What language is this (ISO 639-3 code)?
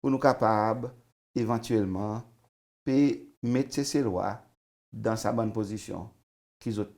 crs